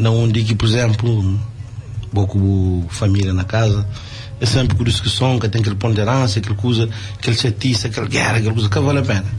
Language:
Kabuverdianu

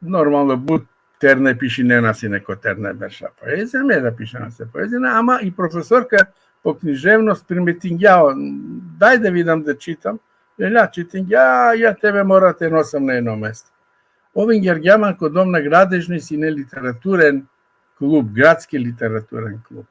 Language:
Balkan Romani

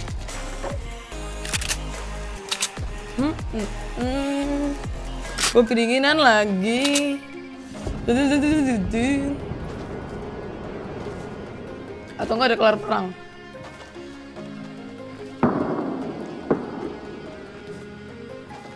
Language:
Indonesian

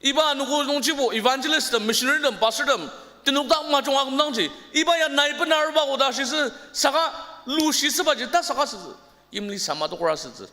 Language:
Ao Naga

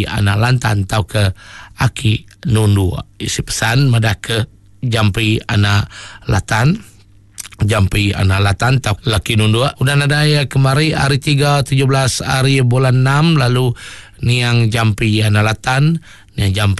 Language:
Iban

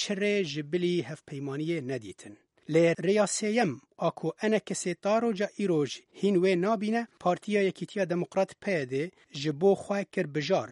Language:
Kurdish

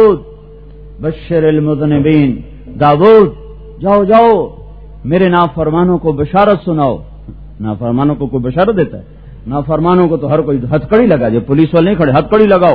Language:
Urdu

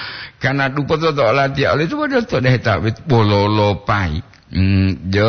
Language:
Gorontalo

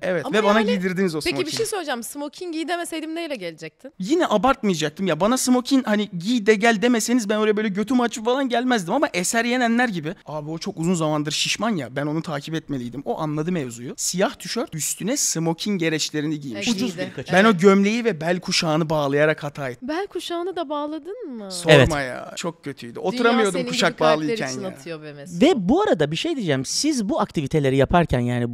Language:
Turkish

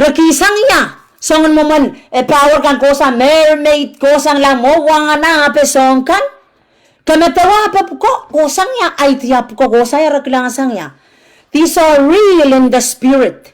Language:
Pohnpeian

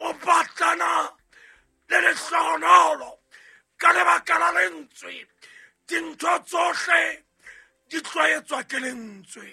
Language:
Southern Sotho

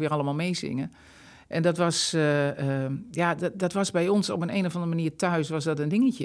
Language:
Dutch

